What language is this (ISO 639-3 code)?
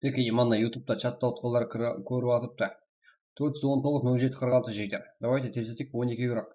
kaa